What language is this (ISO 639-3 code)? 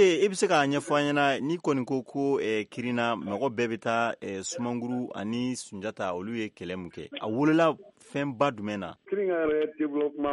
bam